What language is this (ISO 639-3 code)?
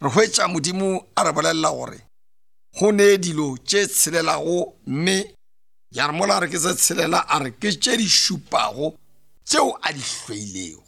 nso